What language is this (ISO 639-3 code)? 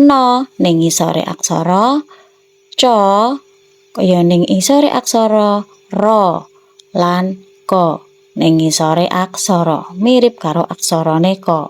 jav